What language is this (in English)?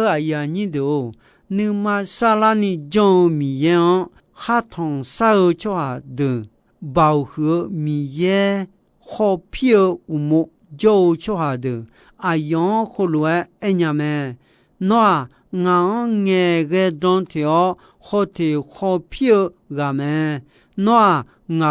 Akha